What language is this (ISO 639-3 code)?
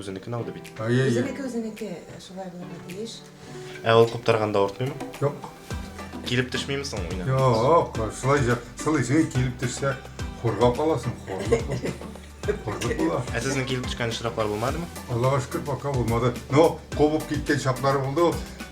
tat